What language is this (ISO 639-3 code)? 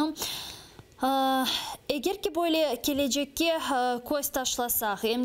crh